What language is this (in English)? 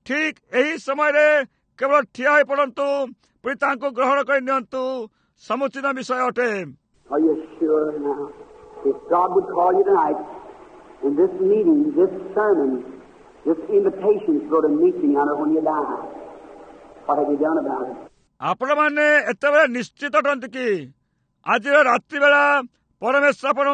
Odia